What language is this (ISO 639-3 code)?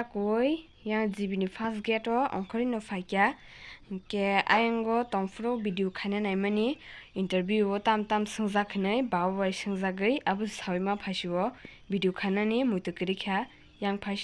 trp